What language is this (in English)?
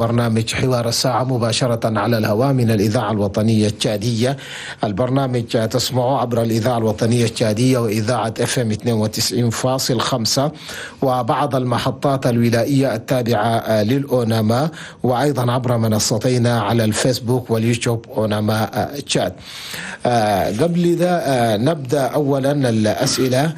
Chadian Arabic